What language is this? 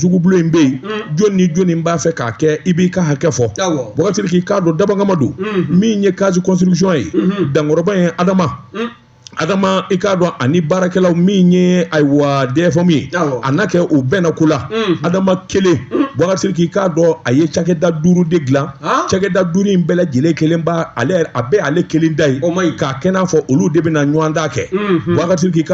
Bambara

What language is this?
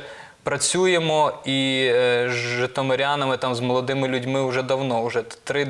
Ukrainian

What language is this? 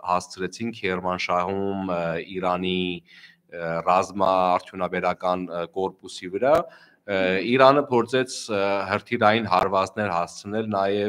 Armenian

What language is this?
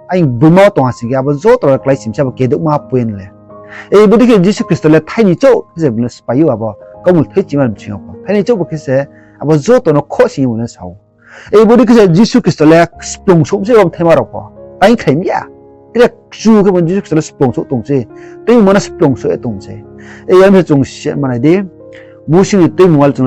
Riang (India)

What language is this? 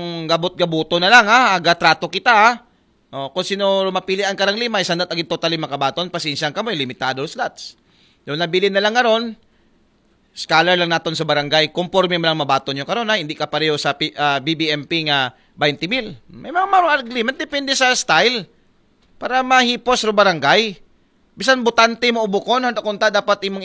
Aklanon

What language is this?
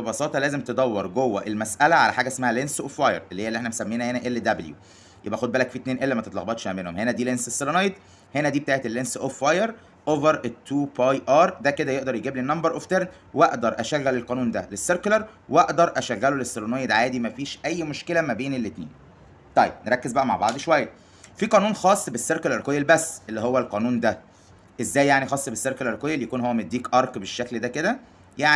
Egyptian Arabic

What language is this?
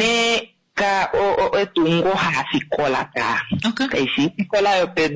Kuanyama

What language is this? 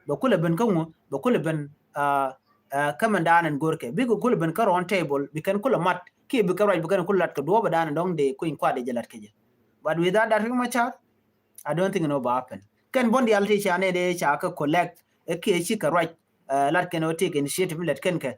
Nuer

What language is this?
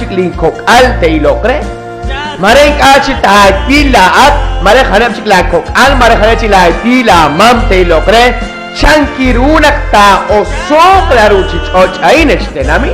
Kekchí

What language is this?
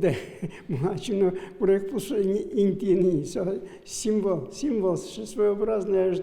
Udmurt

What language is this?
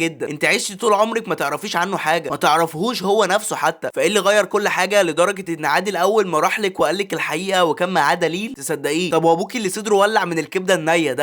Egyptian Arabic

